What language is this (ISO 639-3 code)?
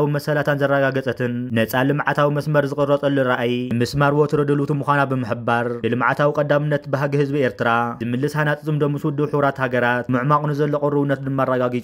tir